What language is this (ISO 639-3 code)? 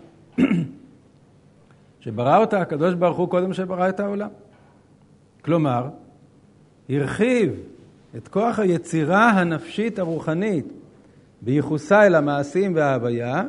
heb